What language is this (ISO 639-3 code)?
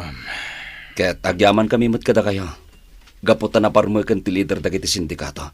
ilo